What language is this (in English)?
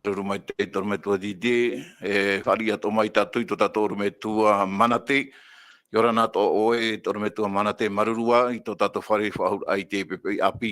Tahitian